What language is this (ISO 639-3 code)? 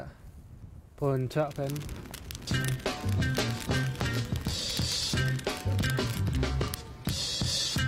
dan